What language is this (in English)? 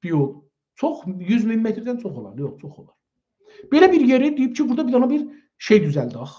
South Azerbaijani